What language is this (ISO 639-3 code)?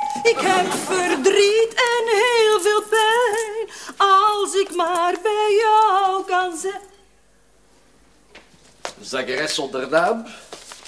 nld